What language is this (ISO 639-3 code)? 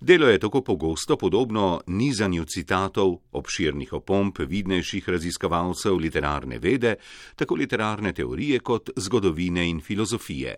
slv